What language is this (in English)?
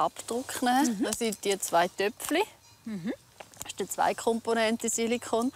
Swiss German